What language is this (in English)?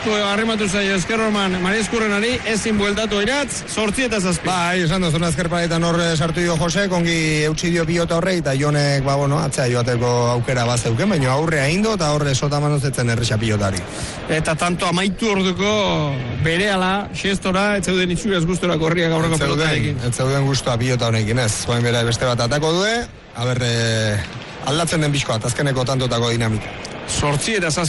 Basque